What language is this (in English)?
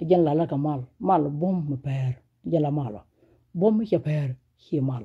Nuer